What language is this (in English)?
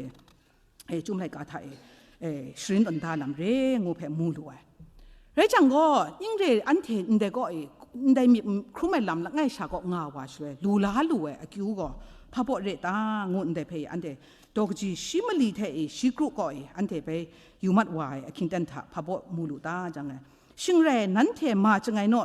Kachin